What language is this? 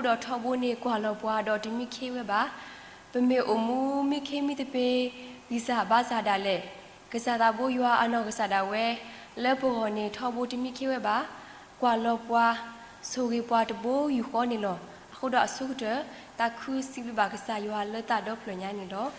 S'gaw Karen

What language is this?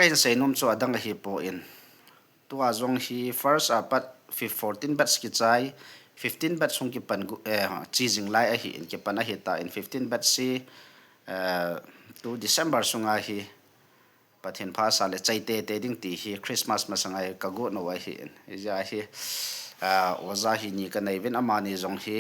Thado Chin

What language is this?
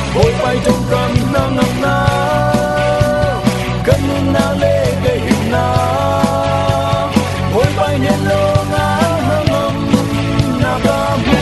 Falam Chin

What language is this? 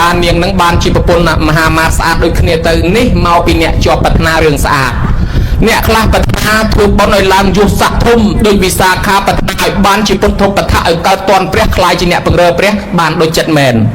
Khmer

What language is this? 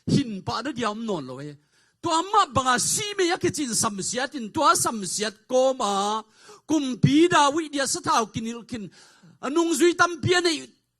Tedim Chin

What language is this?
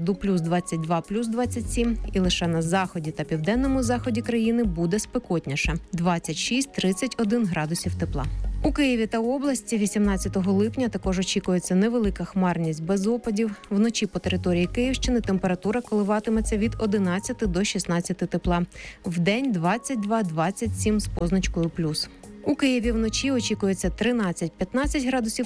Ukrainian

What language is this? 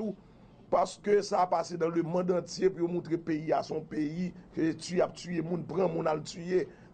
Haitian Creole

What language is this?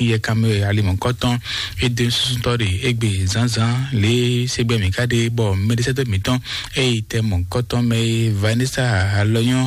Fon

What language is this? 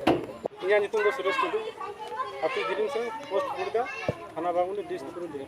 Santali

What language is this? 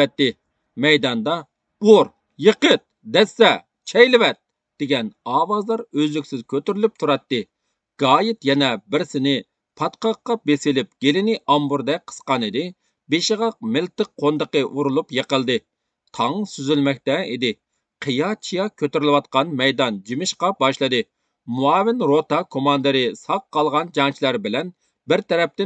Uyghur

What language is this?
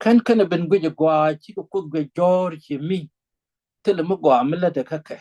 Nuer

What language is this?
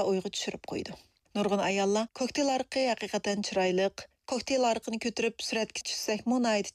Uyghur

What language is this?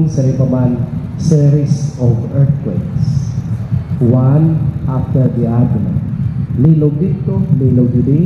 Waray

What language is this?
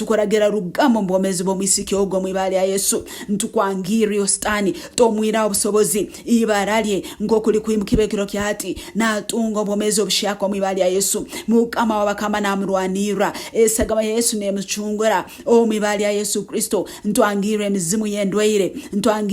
Nyankole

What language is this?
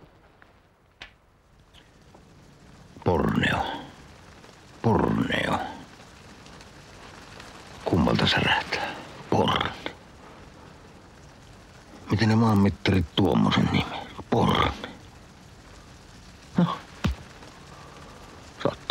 Finnish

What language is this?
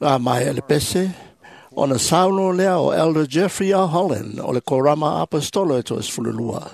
Samoan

